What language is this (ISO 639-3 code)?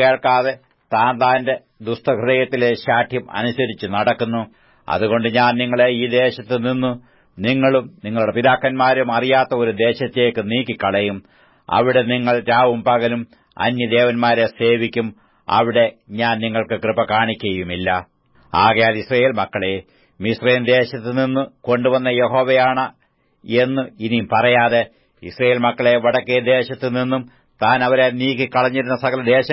mal